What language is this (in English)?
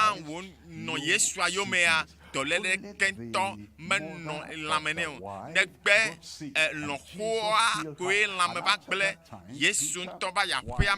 Ewe